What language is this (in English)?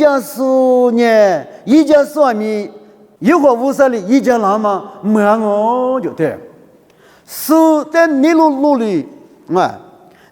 Lisu